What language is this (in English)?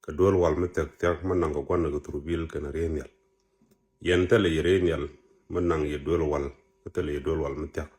Nuer